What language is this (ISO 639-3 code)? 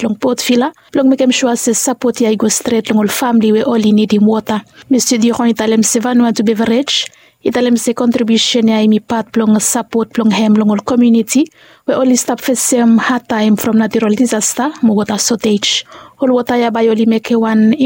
bis